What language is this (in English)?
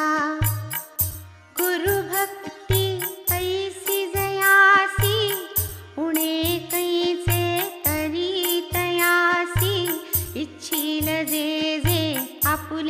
Marathi